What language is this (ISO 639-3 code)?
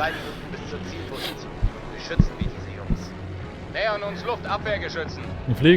gsw